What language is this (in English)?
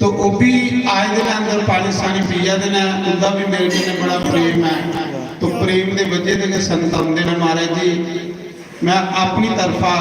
Dogri